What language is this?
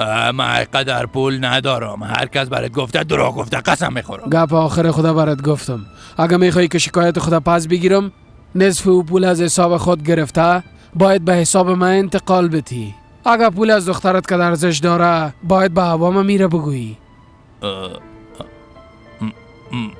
Persian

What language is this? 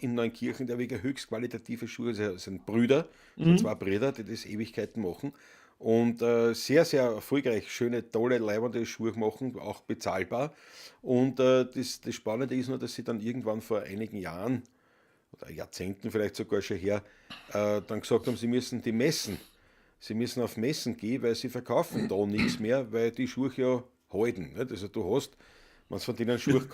Bavarian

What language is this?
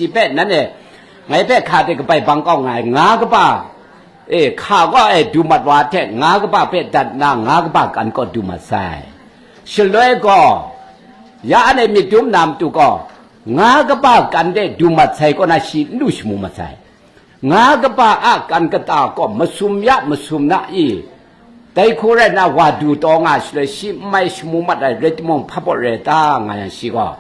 Kachin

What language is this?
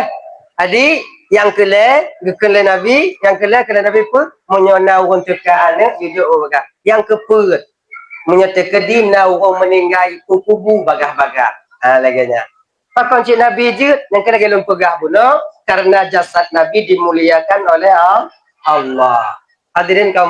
Achinese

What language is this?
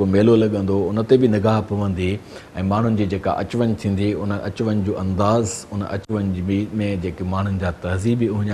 Sindhi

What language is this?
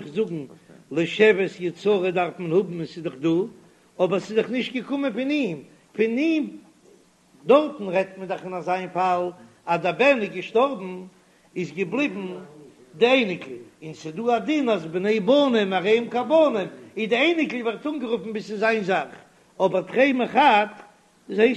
Yiddish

